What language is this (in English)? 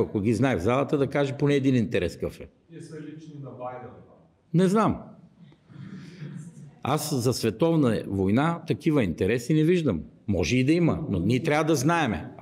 Bulgarian